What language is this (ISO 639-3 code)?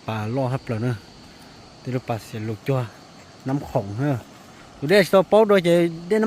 hmn